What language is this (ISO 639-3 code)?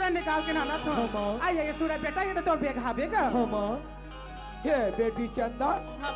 hne